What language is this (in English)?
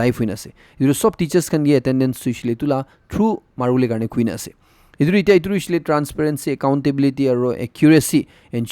Naga Pidgin